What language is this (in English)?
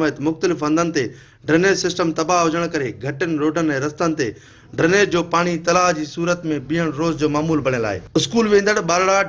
Sindhi